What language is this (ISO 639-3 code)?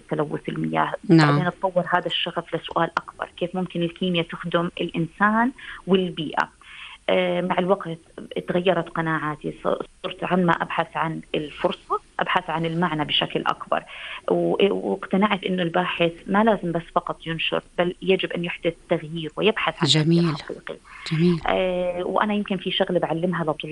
apc